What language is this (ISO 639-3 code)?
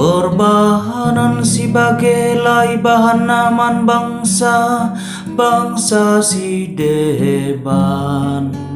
btx